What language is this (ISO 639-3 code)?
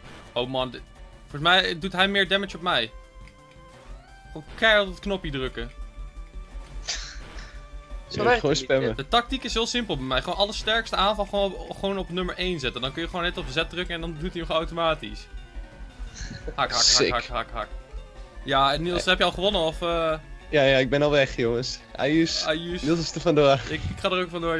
nld